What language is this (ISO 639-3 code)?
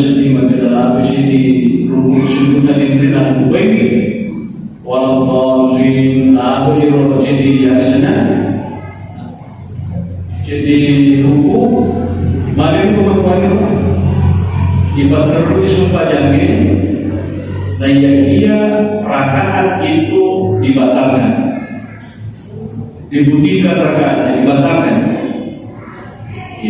ind